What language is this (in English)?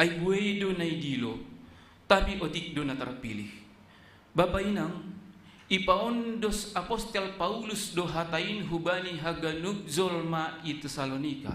Batak Simalungun